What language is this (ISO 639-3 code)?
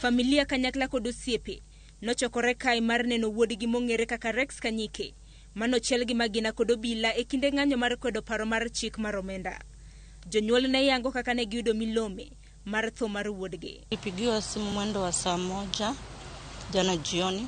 luo